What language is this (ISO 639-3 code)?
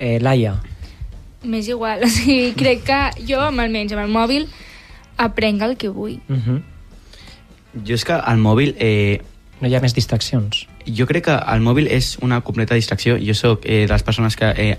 cat